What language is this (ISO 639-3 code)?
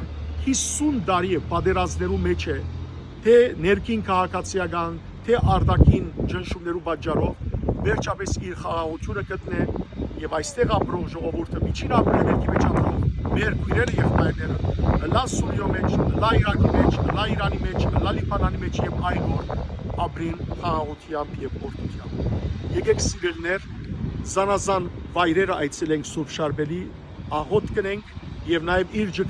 hyw